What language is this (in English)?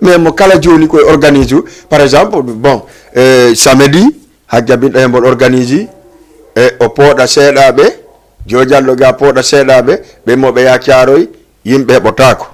Fula